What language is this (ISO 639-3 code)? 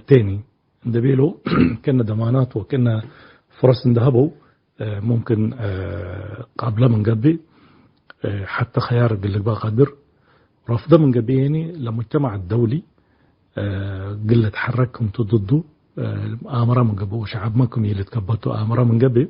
tig